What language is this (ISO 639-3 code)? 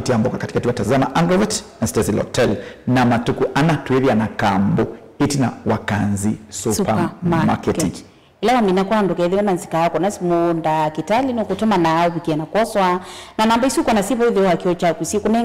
kam